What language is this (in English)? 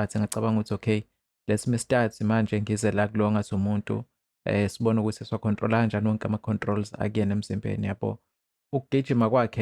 Zulu